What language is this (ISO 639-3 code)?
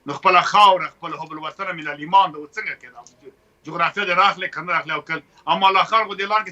pus